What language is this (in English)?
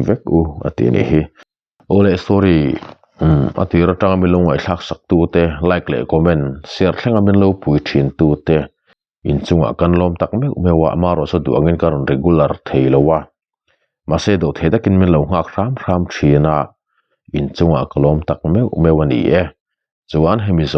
Mizo